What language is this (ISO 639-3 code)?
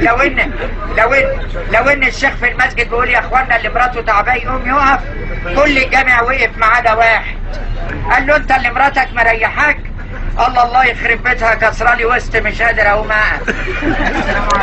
arz